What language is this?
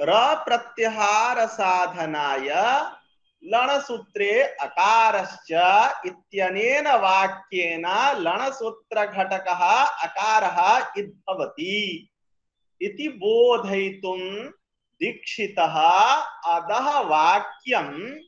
Sanskrit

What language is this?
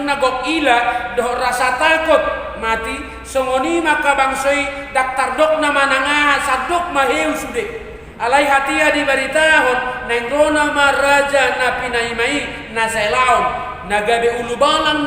Batak Toba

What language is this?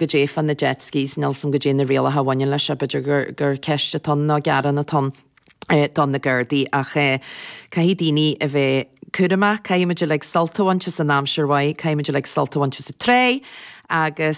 Irish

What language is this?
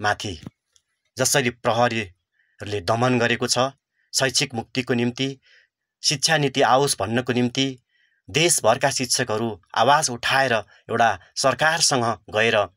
Nepali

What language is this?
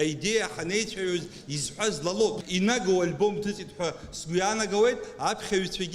Abkhazian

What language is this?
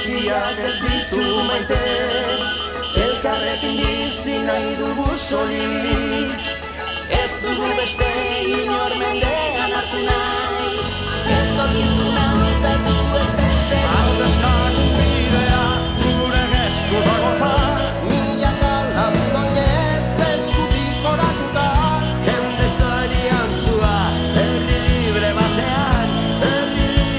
Basque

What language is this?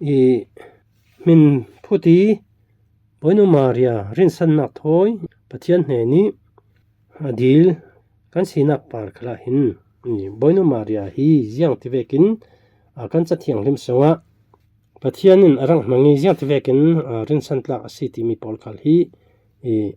Falam Chin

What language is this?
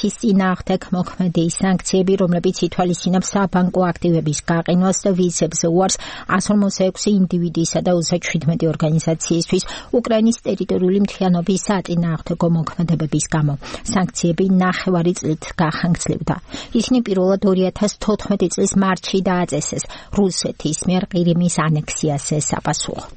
Georgian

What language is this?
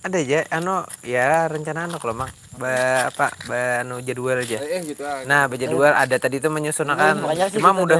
Banjar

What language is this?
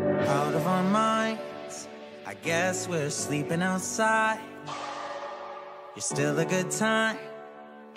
English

